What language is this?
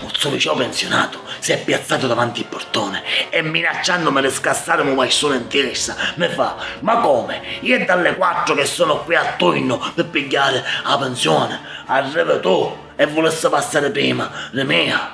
Sicilian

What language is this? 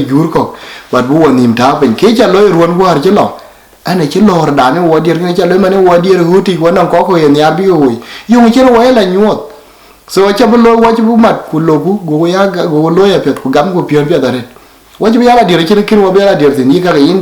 Dinka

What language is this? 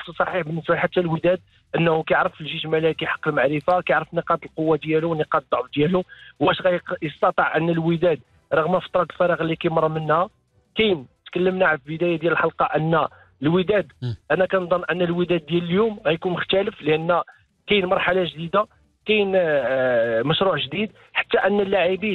Moroccan Arabic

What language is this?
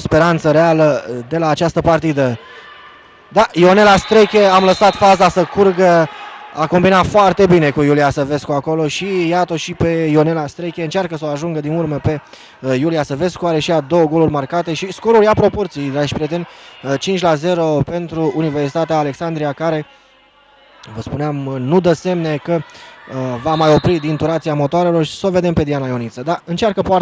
Romanian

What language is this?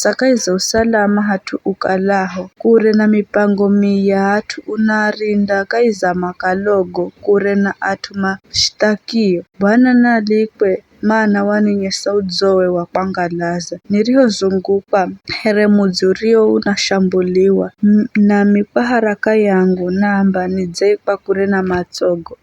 Giryama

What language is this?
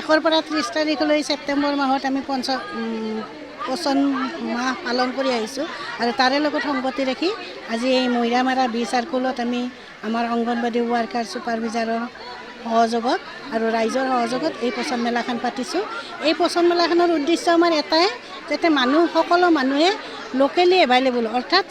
Assamese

